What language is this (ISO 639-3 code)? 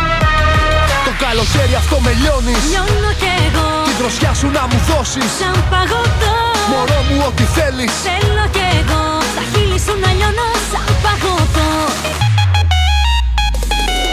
ell